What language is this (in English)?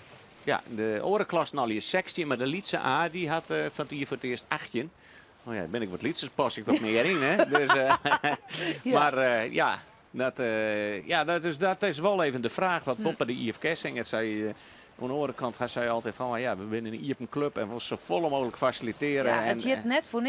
Western Frisian